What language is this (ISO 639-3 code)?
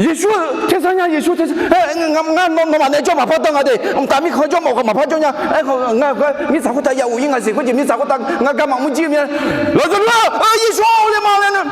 ahk